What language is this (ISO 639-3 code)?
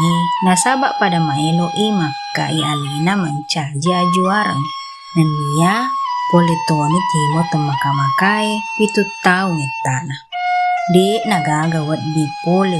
bug